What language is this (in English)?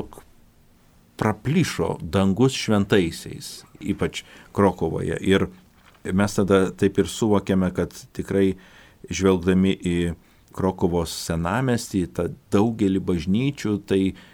Lithuanian